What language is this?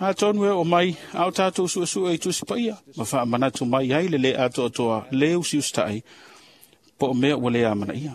Samoan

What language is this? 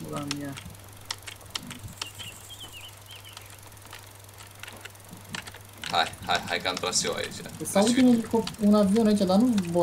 Romanian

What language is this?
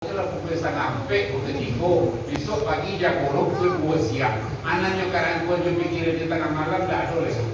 Minangkabau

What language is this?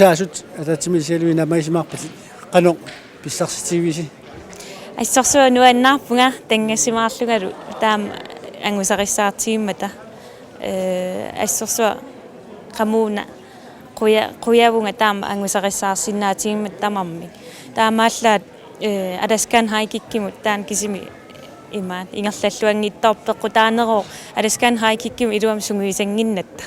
Kalaallisut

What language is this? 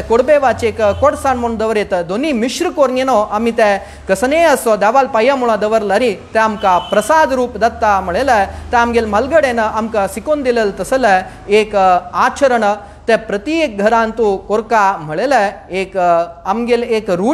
Konkani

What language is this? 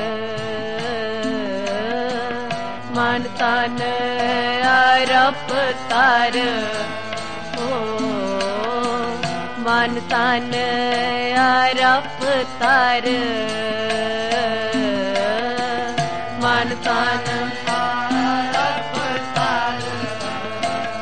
Hindi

